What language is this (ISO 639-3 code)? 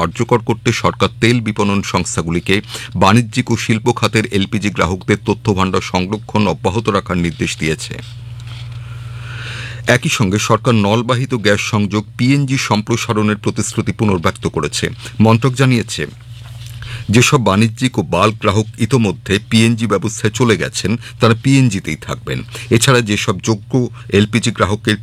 ben